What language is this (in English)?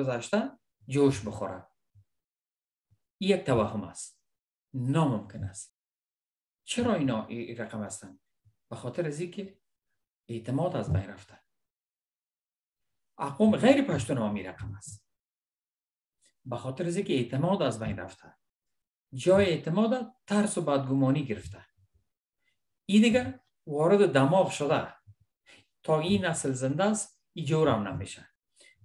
Persian